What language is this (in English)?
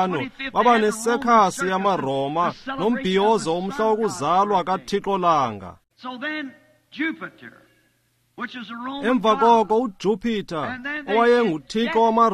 Xhosa